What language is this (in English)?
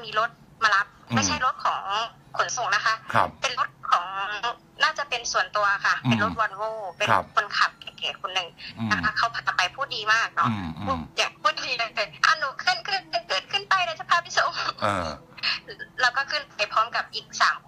Thai